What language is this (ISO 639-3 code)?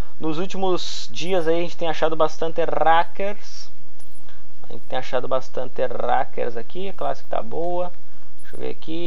por